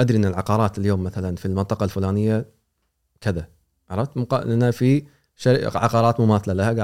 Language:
Gulf Arabic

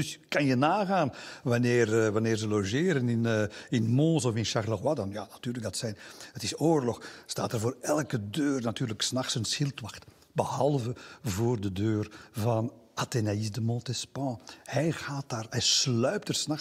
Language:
Dutch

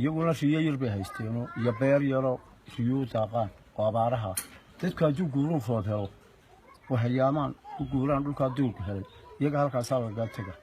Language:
Somali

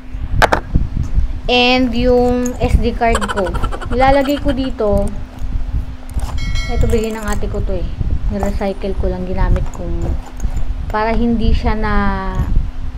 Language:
Filipino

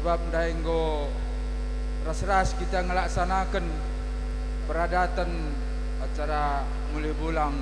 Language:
Batak Karo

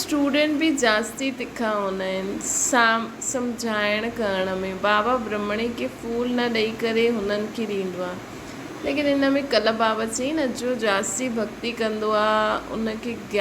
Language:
Sindhi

